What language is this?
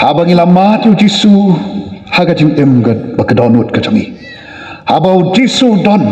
Khasi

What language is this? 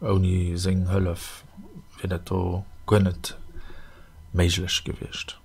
Luxembourgish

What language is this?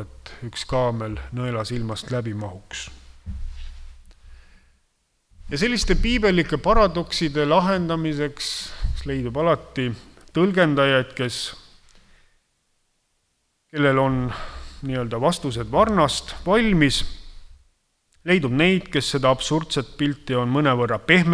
Estonian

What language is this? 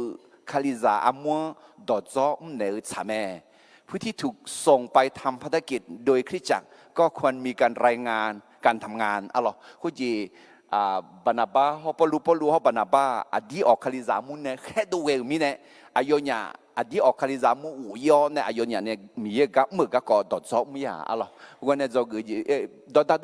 Akha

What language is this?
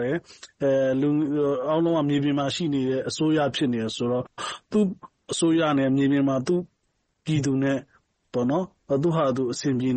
Burmese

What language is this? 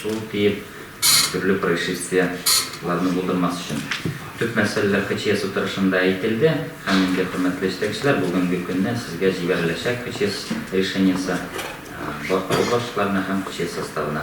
Tatar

